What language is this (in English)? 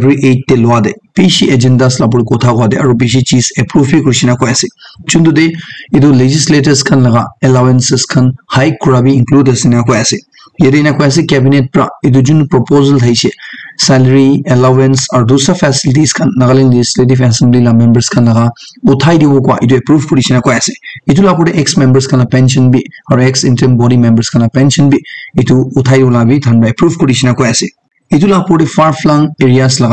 Naga Pidgin